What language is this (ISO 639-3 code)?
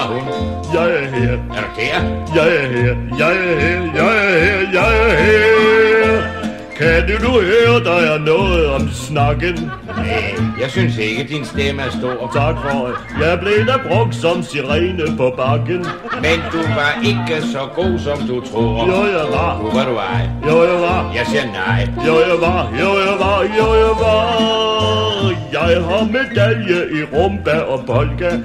dan